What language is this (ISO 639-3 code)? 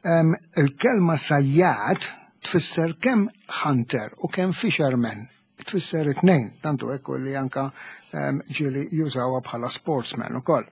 mlt